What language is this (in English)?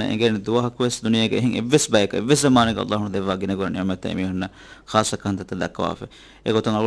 Divehi